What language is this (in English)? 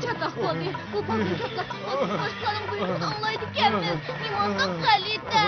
Uyghur